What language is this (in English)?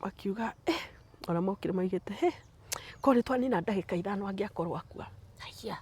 Kikuyu